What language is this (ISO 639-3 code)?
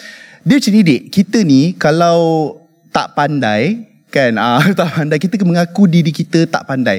msa